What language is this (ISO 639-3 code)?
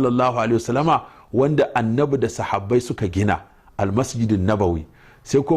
hau